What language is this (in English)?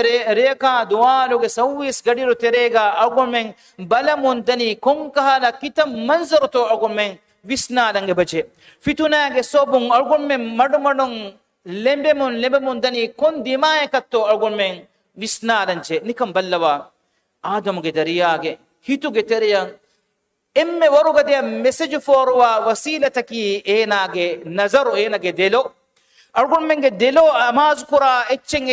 Divehi